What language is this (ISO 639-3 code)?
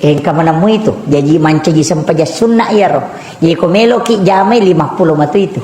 bug